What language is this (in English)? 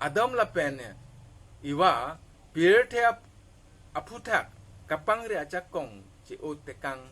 Karbi